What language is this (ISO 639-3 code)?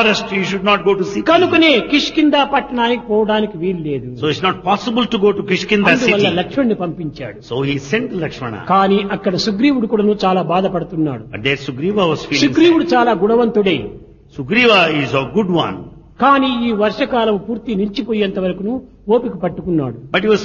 tel